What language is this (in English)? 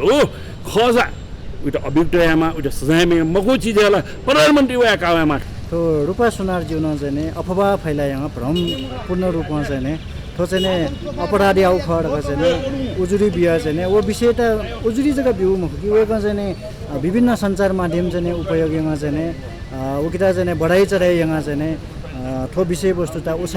Newari